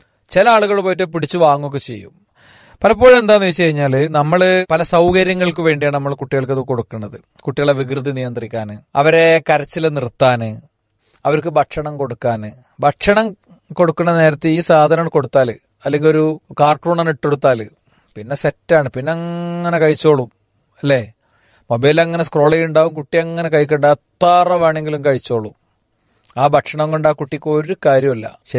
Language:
Malayalam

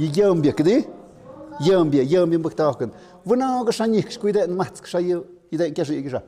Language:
Tlahuitoltepec Mixe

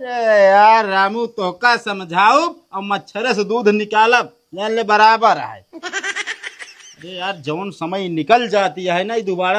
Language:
Awadhi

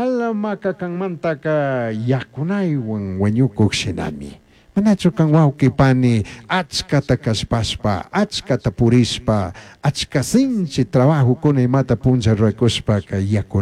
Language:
Chimborazo Highland Quichua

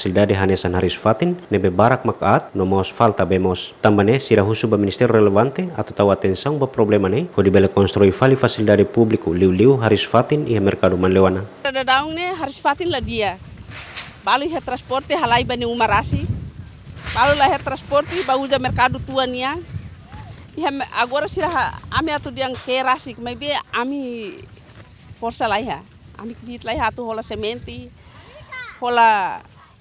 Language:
Tetum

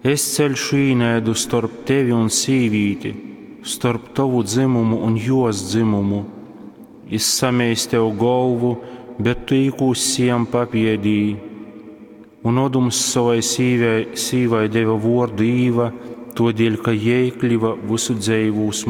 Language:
Latgalian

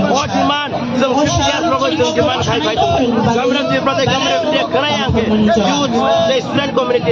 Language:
Kok Borok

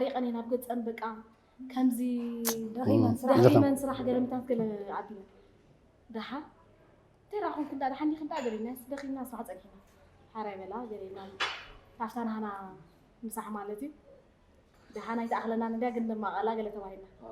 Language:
Tigrinya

